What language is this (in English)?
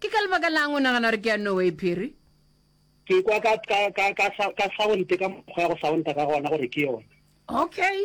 Northern Sotho